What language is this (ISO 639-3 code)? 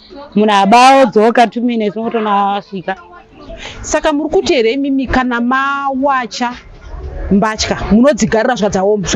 sna